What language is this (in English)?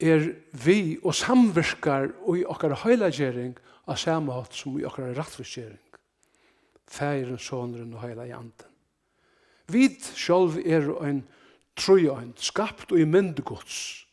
Faroese